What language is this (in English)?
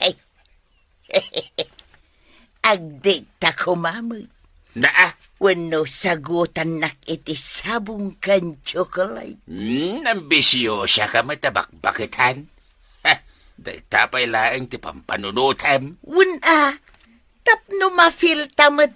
Iloko